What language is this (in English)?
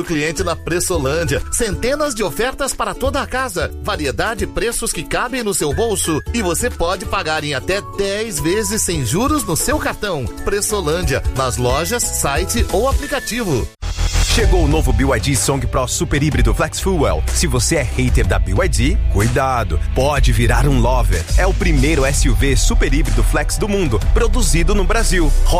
Portuguese